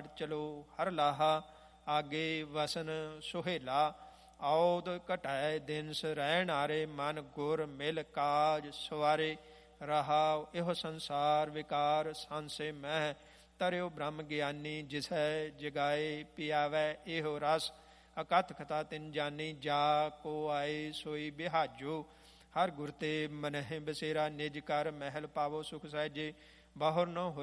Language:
Punjabi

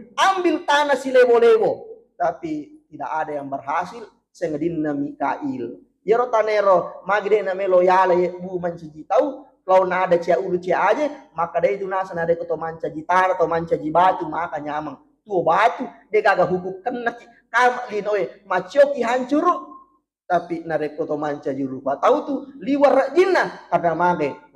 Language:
Buginese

